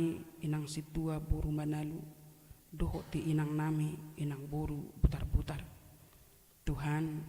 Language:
Batak Toba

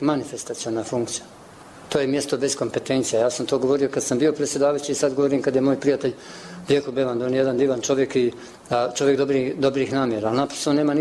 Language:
Bosnian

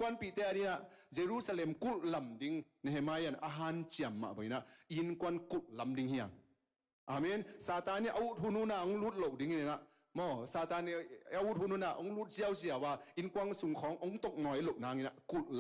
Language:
Tedim Chin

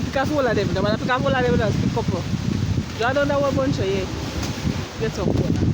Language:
Jamaican Creole English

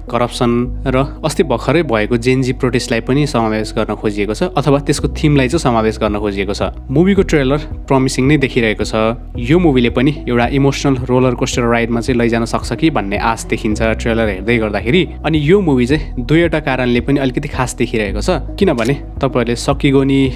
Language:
Nepali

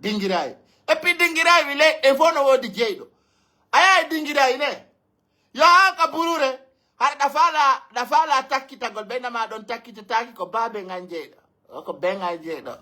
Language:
Pular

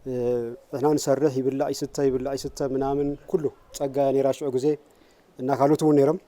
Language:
Tigrinya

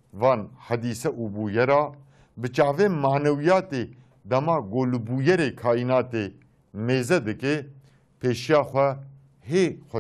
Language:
Kurdish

